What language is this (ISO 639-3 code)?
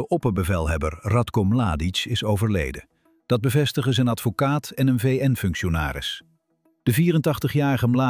nld